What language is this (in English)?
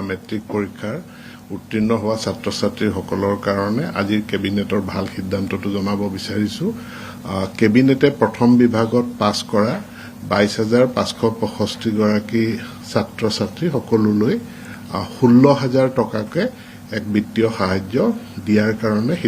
Assamese